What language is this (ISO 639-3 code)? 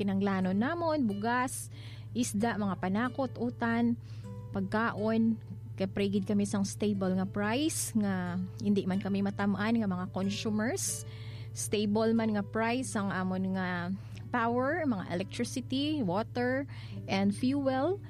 hil